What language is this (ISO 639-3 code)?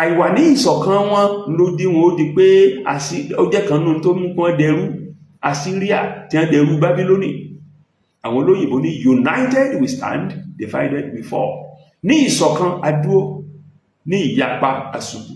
yor